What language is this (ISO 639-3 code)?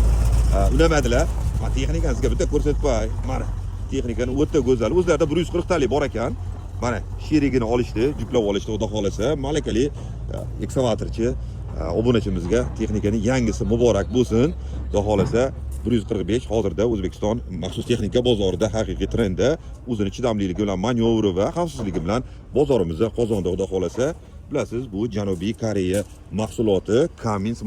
uzb